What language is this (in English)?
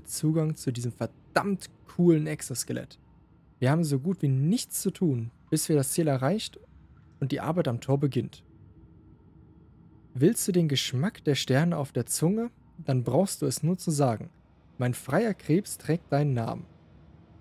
German